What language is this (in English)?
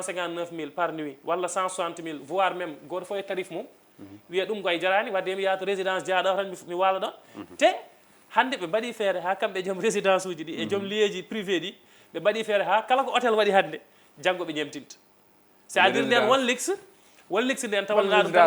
Fula